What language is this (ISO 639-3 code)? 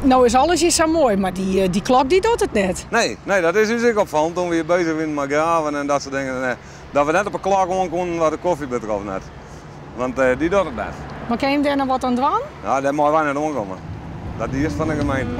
fry